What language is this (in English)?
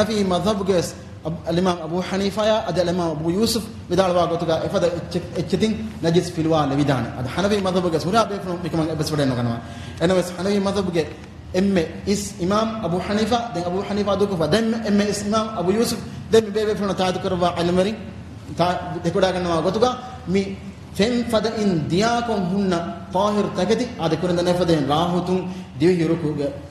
Divehi